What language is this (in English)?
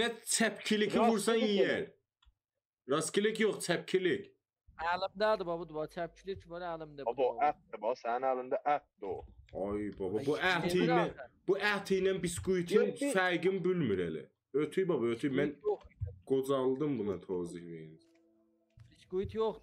South Azerbaijani